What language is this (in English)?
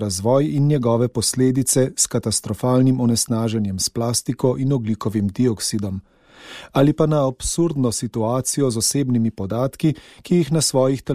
Slovenian